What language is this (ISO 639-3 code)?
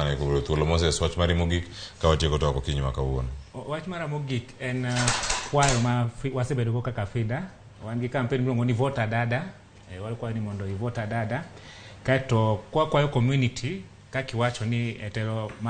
luo